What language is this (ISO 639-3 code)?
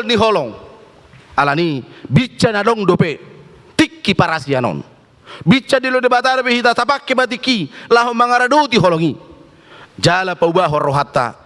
bbc